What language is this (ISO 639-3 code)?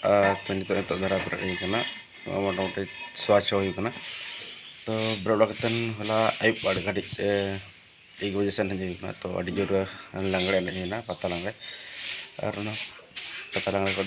sat